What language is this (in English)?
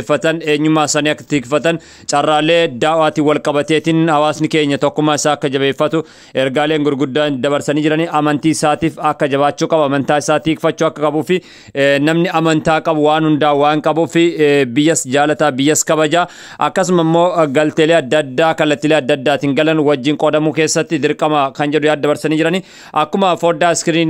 Oromo